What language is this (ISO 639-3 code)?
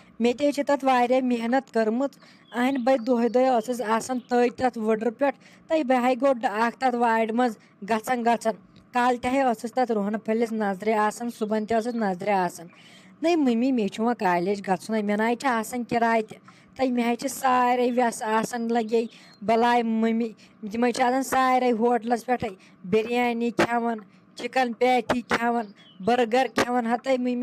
kas